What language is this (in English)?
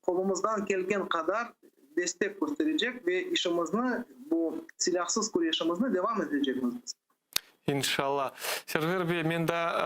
Crimean Tatar